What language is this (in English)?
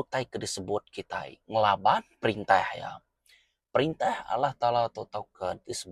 Iban